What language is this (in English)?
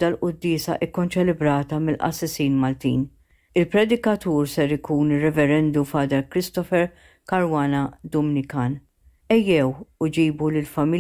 Maltese